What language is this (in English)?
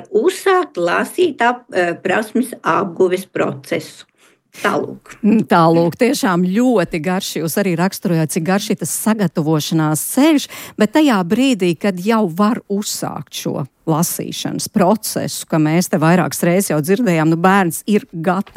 Latvian